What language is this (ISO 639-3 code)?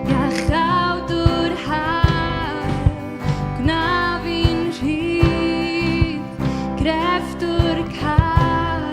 cym